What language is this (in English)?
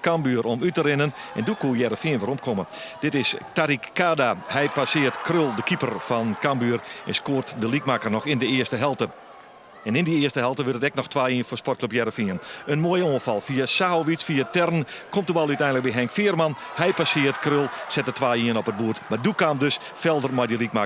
Western Frisian